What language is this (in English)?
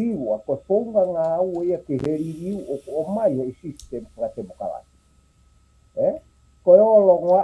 Tongan